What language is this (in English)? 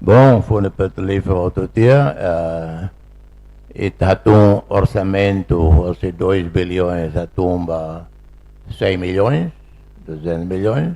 Tetum